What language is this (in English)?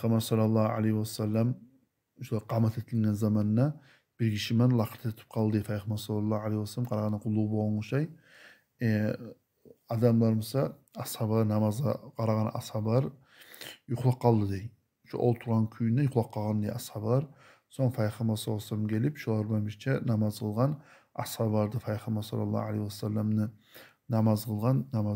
Kumyk